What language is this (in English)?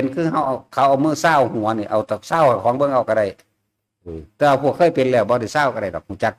Northeastern Thai